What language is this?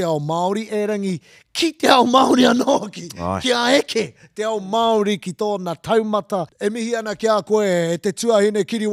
Māori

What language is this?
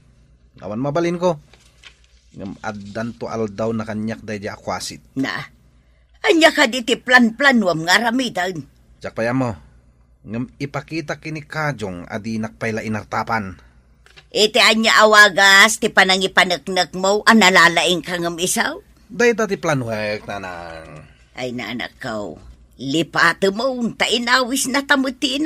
Iloko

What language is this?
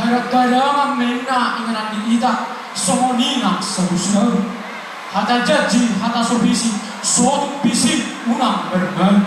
Batak Toba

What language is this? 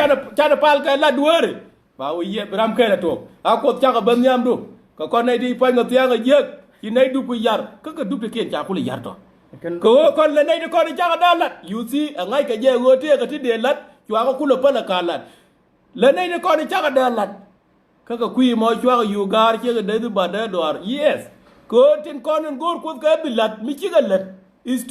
Nuer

